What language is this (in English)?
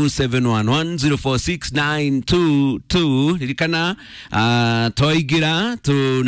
Kikuyu